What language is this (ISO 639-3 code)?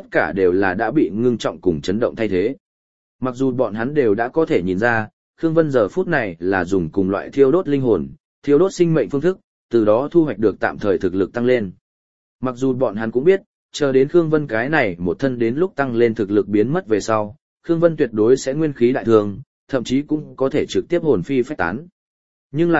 vie